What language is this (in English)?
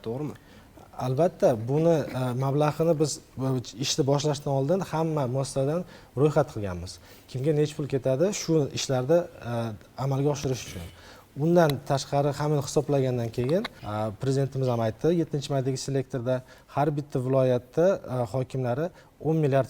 Uzbek